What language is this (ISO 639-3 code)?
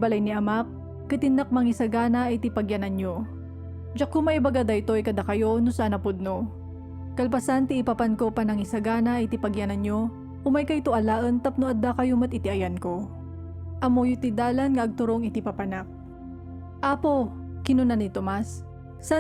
ilo